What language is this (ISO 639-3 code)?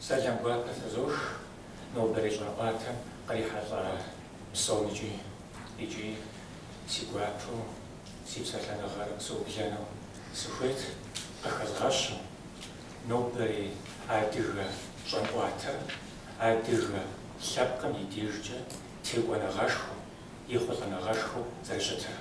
kbd